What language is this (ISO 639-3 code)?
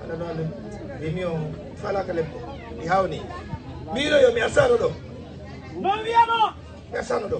ful